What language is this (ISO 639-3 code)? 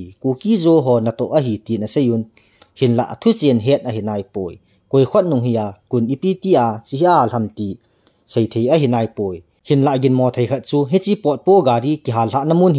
tcz